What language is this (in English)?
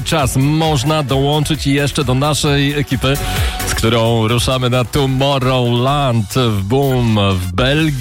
Polish